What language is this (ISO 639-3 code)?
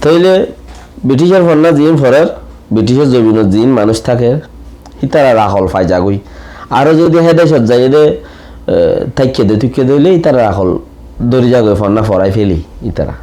rhg